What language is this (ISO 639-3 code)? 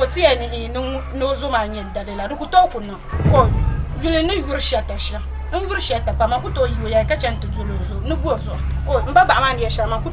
dag